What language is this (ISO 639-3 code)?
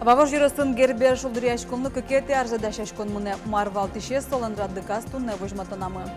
udm